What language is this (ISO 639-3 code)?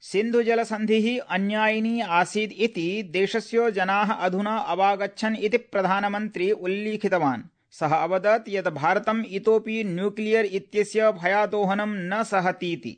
san